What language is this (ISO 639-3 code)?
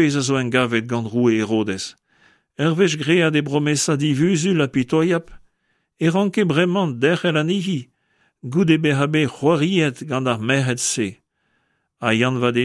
bre